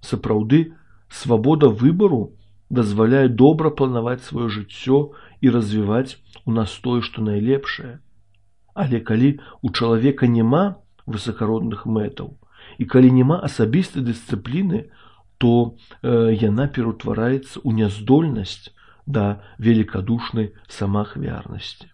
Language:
Belarusian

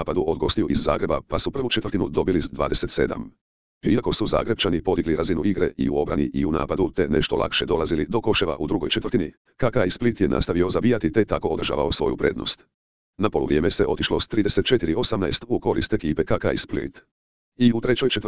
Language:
Croatian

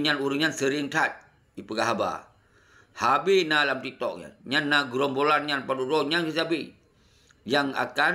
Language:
Achinese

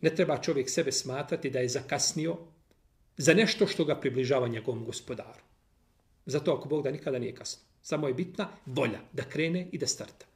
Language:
Bosnian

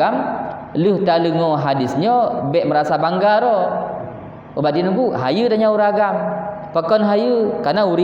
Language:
Achinese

